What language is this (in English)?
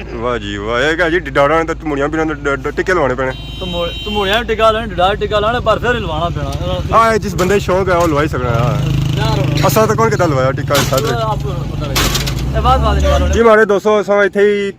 Pahari-Potwari